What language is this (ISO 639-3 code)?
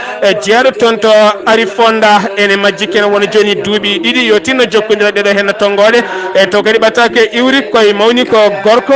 ful